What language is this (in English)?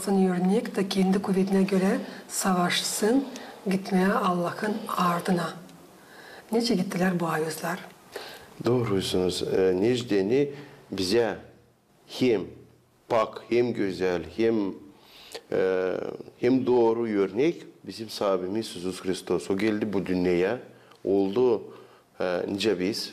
Gagauz